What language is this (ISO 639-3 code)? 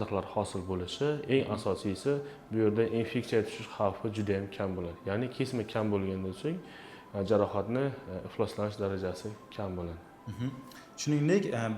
uzb